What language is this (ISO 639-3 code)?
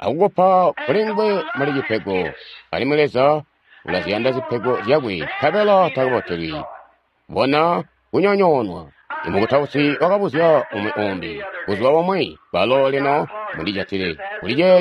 toi